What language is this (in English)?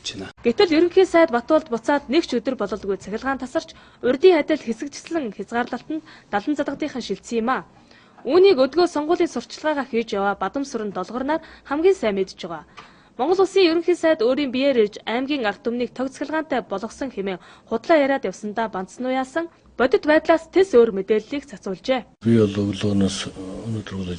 Mongolian